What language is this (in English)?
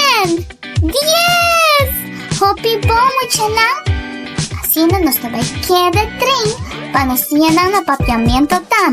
Papiamento